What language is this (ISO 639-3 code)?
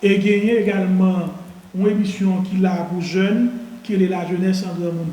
hat